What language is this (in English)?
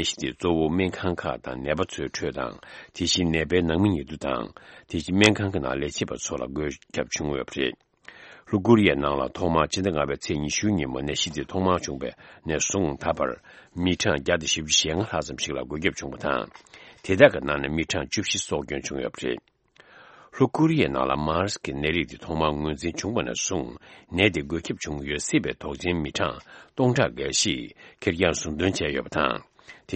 Tibetan